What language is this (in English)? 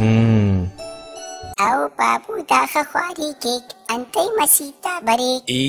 Brahui